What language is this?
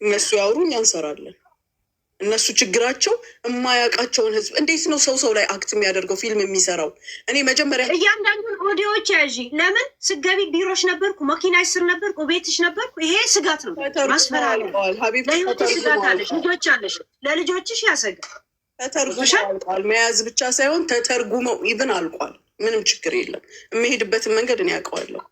Amharic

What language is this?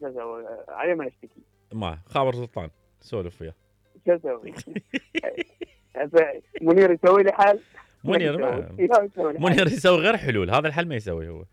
Mesopotamian Arabic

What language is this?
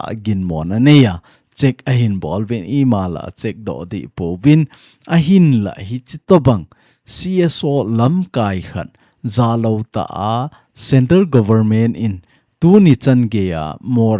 Thado Chin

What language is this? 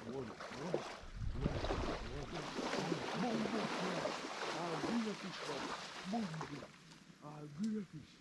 Jamaican Creole English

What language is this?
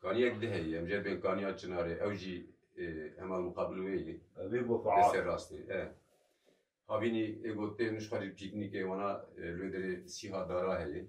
Kurdish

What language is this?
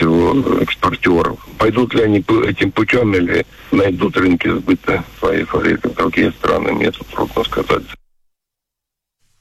Russian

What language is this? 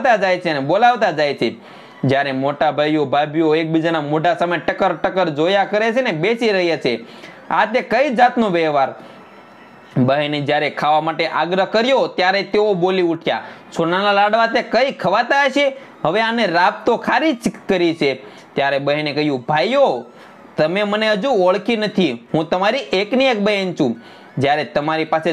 Gujarati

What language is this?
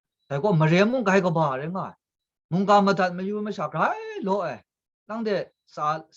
Kachin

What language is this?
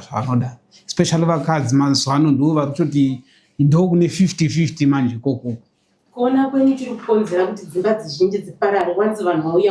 Shona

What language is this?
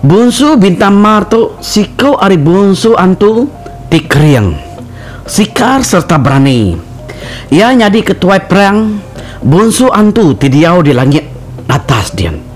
Iban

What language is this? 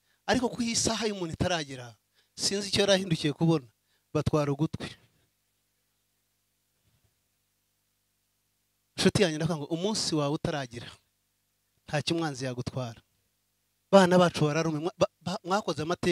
Kinyarwanda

